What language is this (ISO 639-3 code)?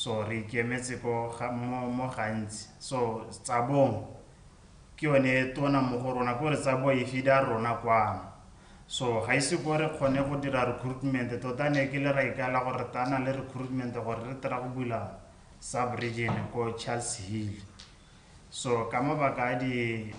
tsn